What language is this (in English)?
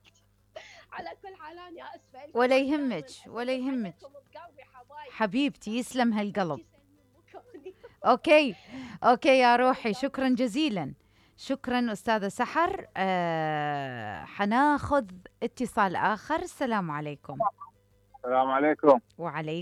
Mesopotamian Arabic